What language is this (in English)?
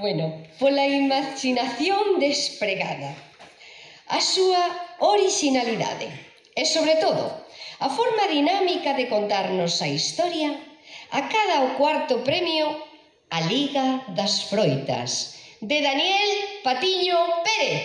Galician